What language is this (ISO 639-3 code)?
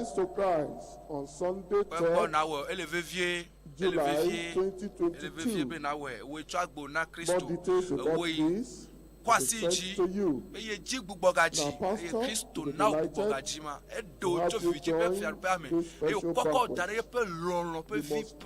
ewe